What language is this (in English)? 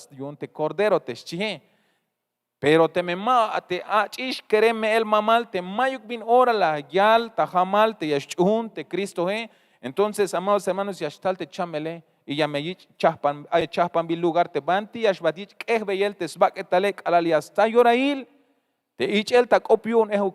Tzeltal